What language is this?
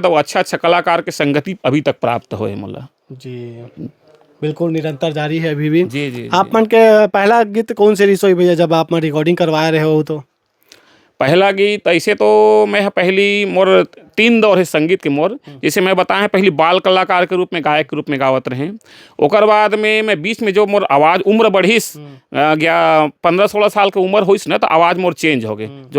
Chhattisgarhi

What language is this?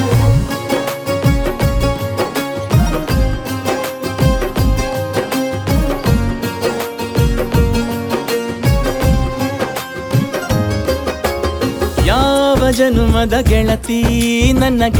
Kannada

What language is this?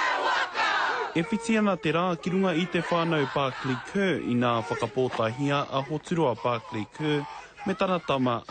Māori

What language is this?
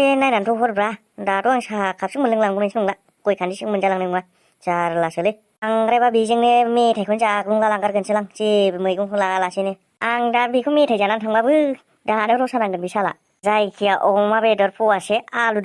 Bodo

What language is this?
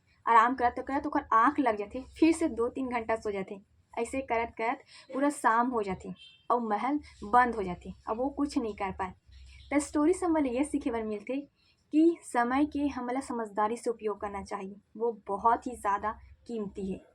Chhattisgarhi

